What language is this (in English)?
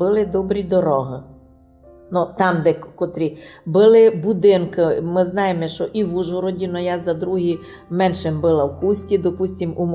Rusyn